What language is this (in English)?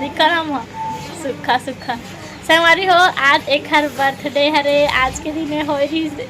Chhattisgarhi